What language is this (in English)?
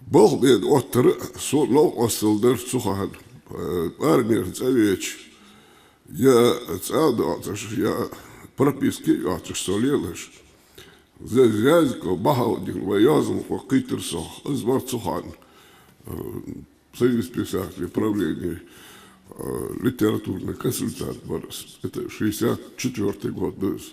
Ingush